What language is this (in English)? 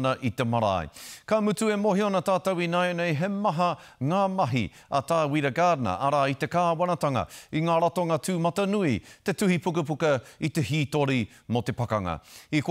Māori